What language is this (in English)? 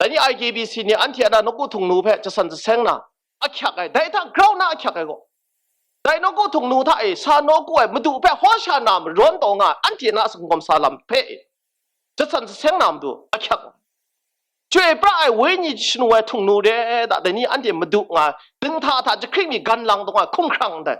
Kachin